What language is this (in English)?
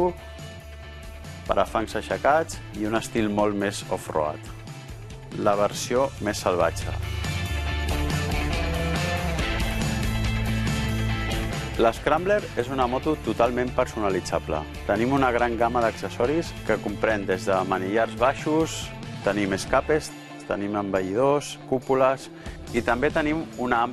Catalan